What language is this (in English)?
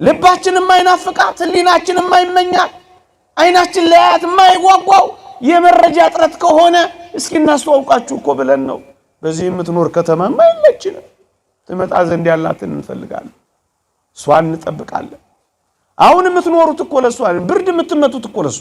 Amharic